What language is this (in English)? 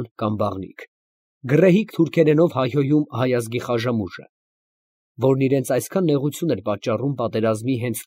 Armenian